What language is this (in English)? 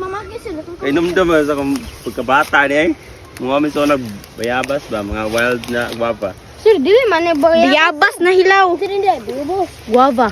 Cebuano